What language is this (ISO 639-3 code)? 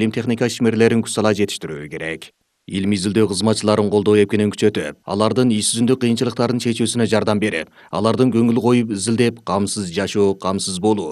kir